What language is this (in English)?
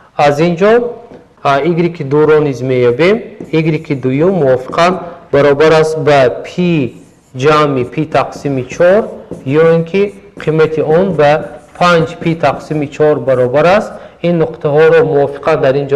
Tajik